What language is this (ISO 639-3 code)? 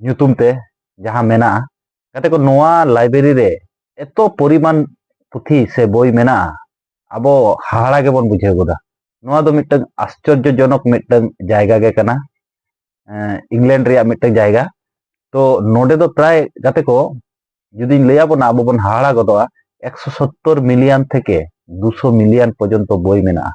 sat